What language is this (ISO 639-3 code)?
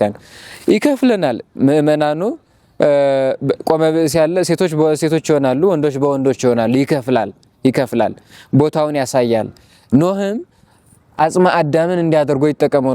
amh